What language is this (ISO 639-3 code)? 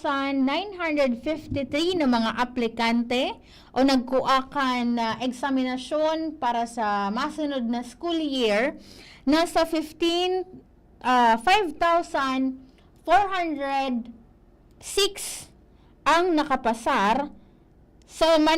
bik